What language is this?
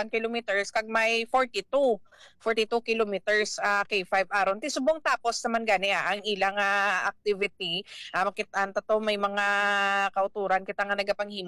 Hiligaynon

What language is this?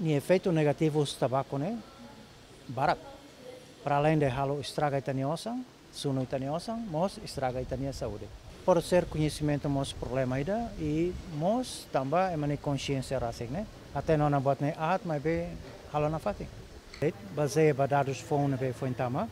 Tetum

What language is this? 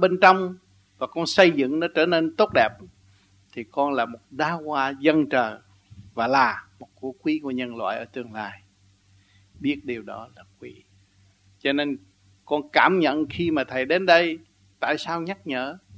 Vietnamese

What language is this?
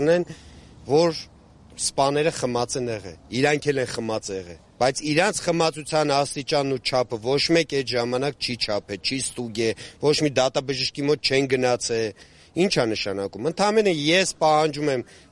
Armenian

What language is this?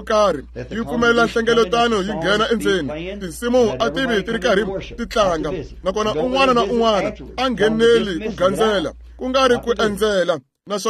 Tsonga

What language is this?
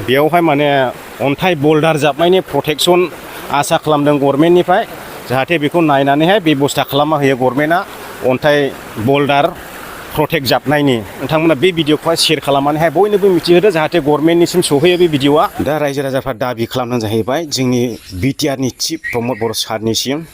Bodo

